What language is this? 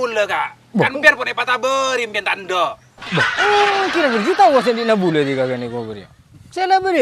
Madurese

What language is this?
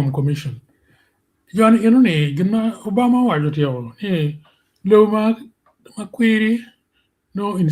Acoli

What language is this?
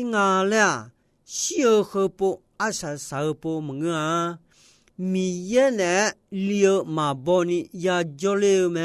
Akha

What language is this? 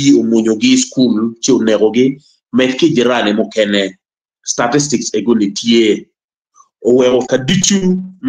Acoli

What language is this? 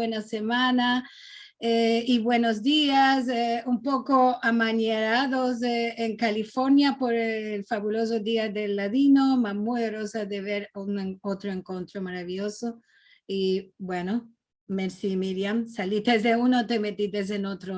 Ladino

